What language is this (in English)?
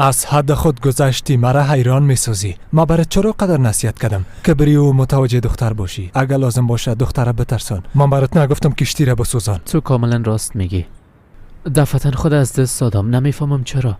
Persian